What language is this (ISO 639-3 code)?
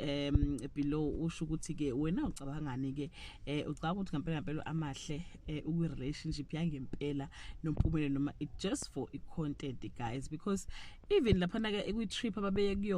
zul